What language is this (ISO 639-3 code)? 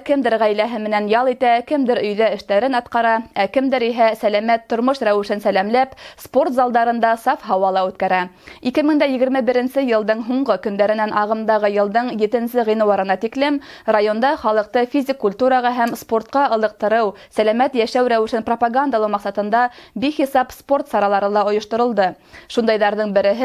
bak